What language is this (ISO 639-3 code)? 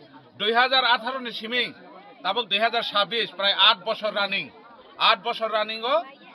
trp